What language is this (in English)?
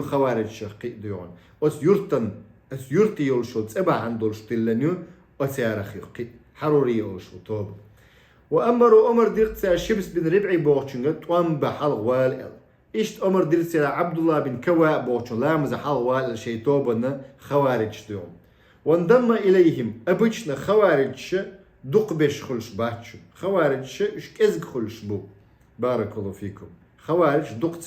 Chechen